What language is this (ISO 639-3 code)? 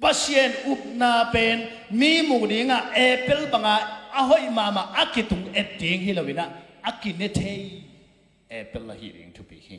ctd